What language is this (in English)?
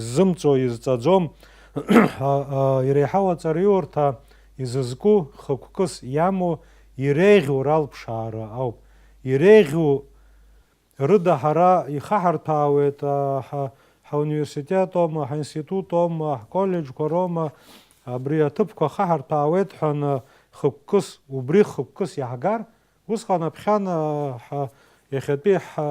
Abkhazian